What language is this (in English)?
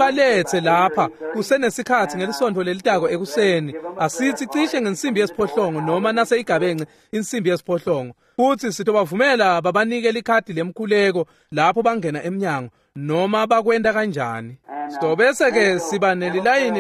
Swati